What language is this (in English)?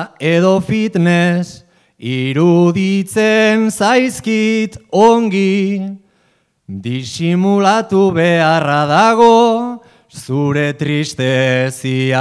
Basque